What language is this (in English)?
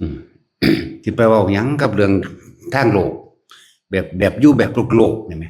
Northeastern Thai